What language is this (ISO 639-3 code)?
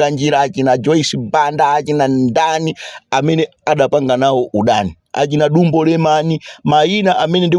nya